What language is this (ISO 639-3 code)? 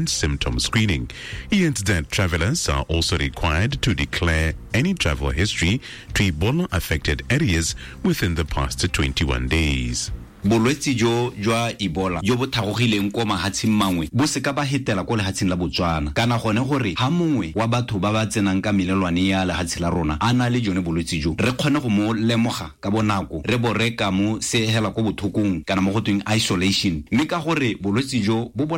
tsn